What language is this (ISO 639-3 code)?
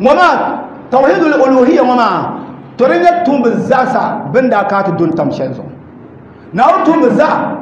dag